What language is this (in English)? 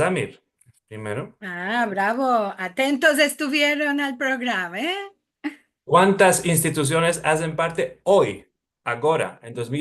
Ladino